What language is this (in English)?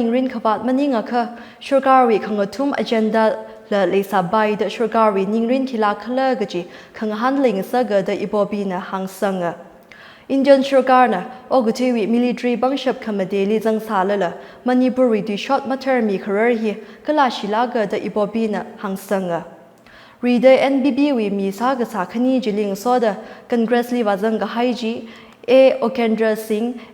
Tangkhul Naga (India)